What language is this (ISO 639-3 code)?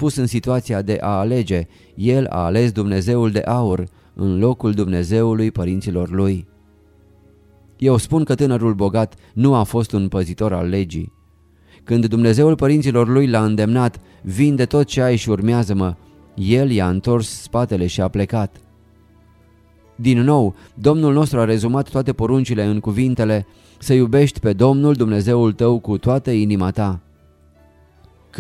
ron